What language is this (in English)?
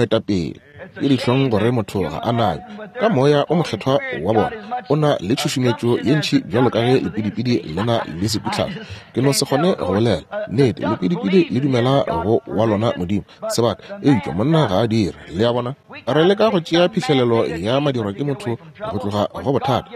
Northern Sotho